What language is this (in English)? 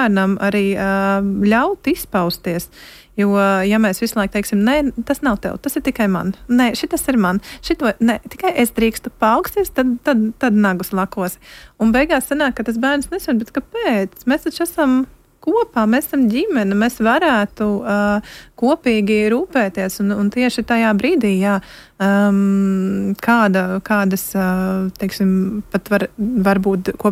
Latvian